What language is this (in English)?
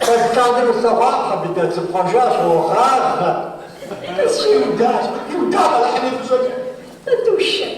Kabardian